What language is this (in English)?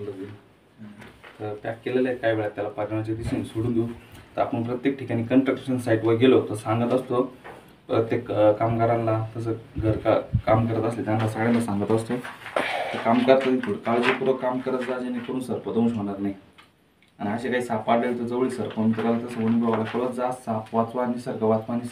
Marathi